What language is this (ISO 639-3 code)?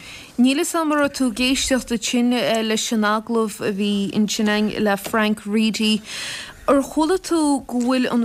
gle